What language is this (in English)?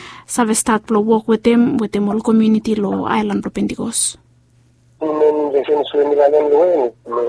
Bislama